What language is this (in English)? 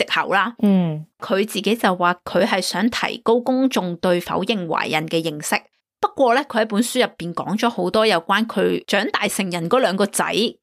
Cantonese